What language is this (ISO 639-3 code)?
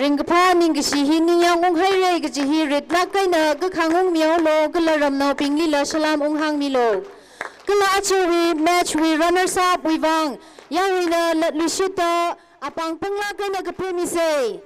nmf